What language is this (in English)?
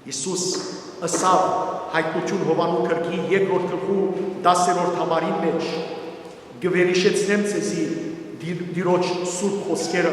Western Armenian